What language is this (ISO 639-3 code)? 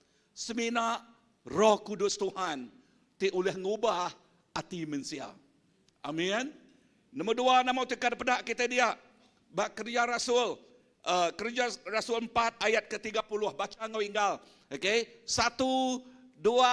iba